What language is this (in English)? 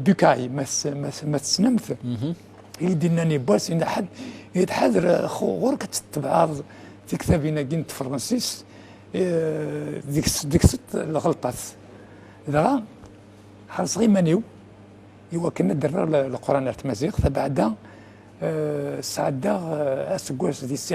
Kabyle